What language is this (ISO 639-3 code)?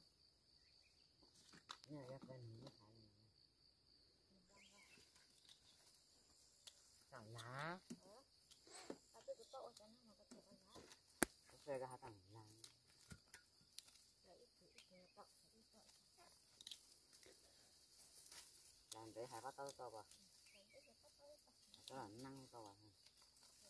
vie